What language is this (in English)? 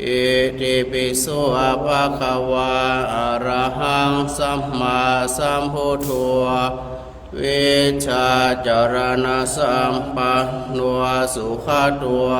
Pali